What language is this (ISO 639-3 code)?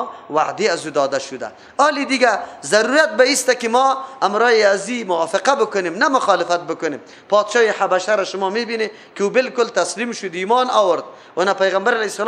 fas